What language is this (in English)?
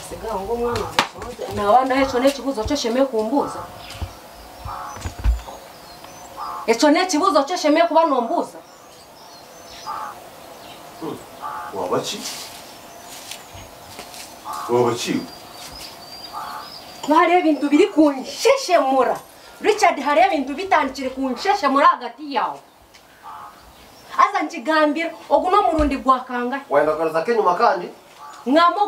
Kinyarwanda